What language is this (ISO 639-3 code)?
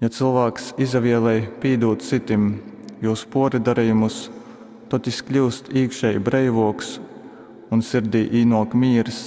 ltg